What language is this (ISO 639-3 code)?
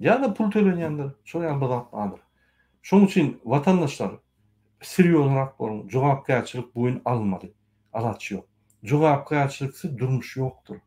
tuk